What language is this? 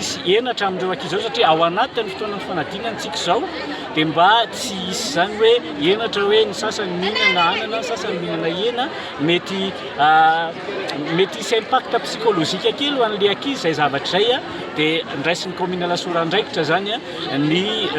Malagasy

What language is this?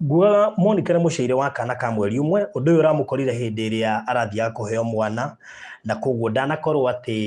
Kikuyu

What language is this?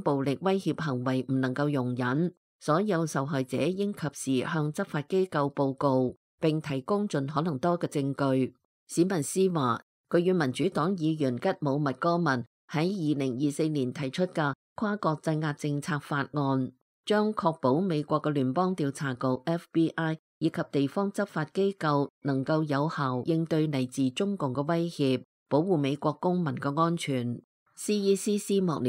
Cantonese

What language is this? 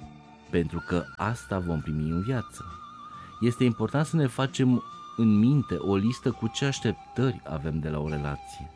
Romanian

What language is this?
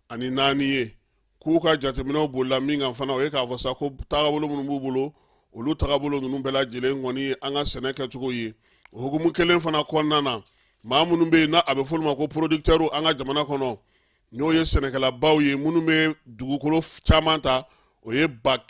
Bambara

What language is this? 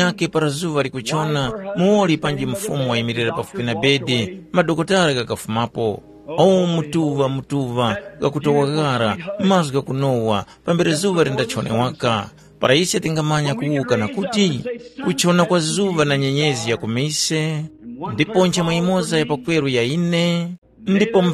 Tumbuka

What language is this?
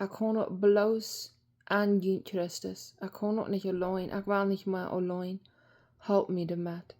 Plautdietsch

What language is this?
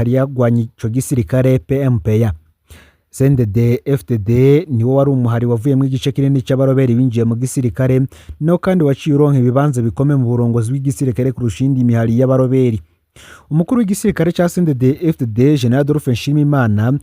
Rundi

